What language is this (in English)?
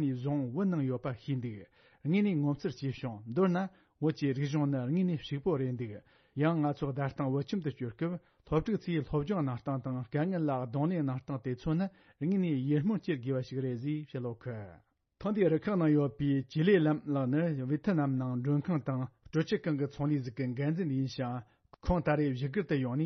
Tibetan